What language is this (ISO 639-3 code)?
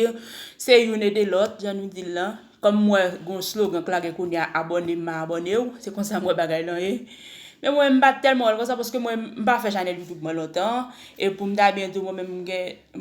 hat